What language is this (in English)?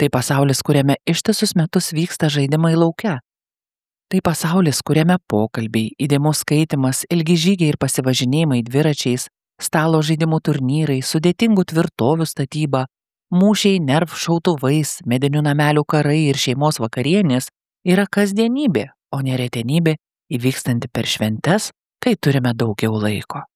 Lithuanian